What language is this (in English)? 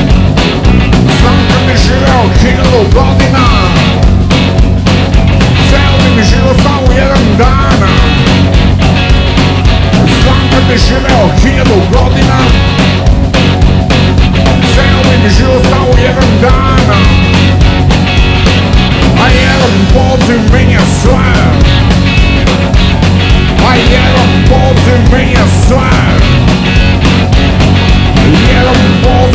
Serbian